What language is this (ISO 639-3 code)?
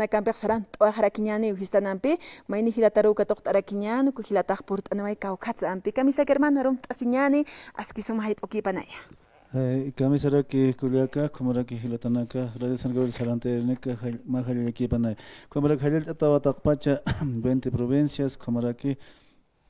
aym